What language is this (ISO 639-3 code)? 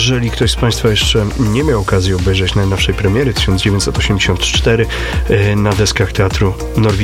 pol